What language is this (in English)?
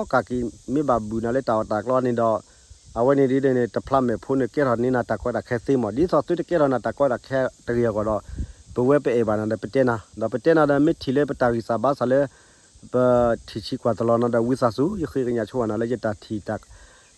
S'gaw Karen